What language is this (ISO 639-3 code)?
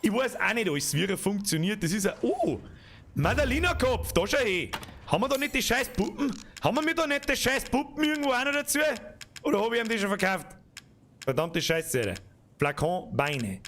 bar